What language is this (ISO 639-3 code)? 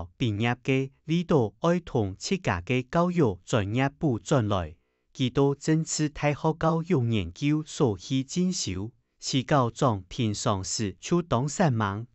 hak